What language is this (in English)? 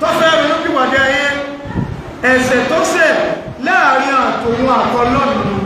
Yoruba